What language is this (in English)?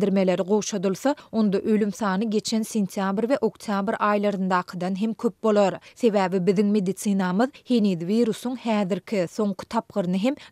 Turkmen